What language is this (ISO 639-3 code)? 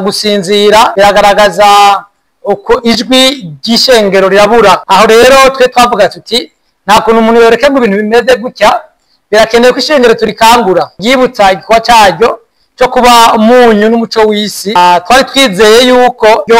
run